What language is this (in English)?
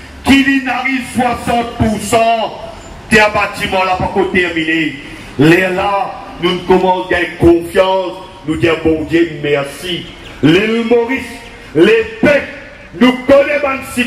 Morisyen